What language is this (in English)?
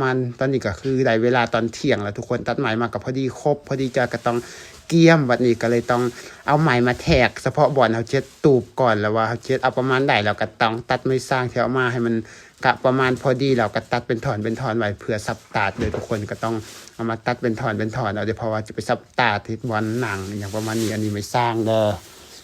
Lao